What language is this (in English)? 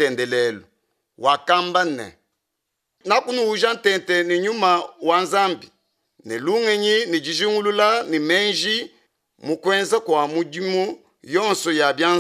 Luba-Lulua